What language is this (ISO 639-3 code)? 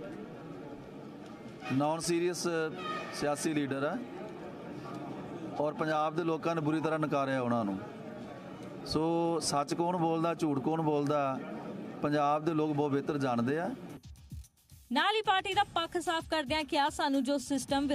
pan